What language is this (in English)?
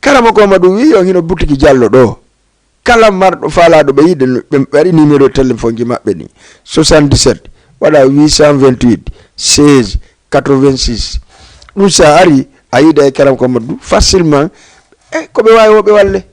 Fula